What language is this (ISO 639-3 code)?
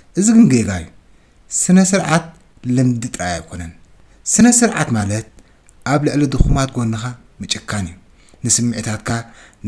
tir